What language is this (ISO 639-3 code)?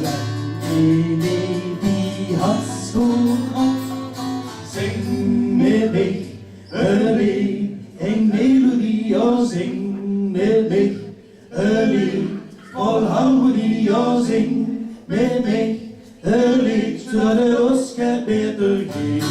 lim